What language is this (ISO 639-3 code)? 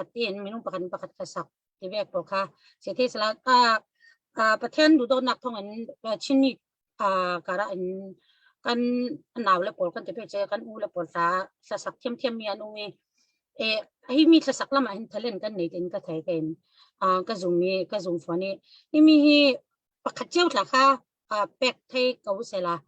cfm